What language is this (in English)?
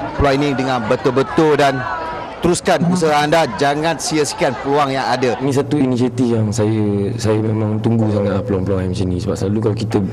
Malay